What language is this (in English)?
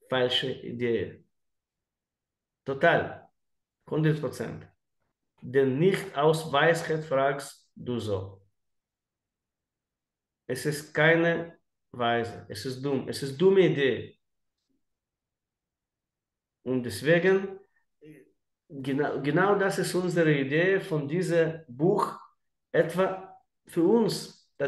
German